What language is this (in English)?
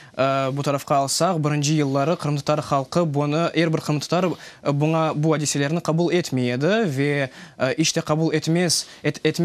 Crimean Tatar